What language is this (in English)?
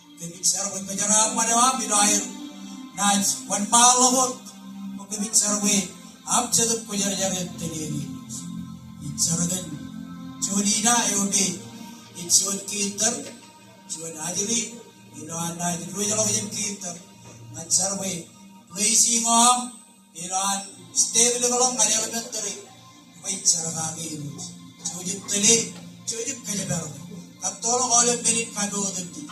Marshallese